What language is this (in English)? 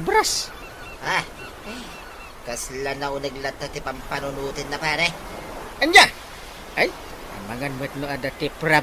Iloko